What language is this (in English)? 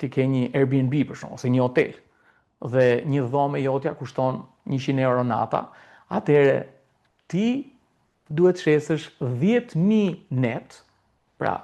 Albanian